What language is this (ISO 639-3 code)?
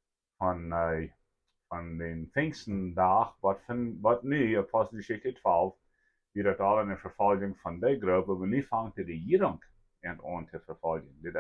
pdt